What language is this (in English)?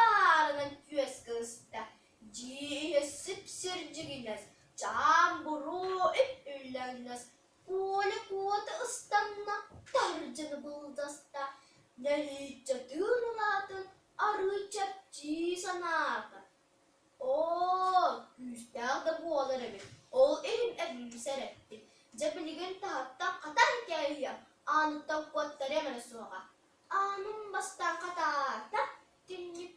Yakut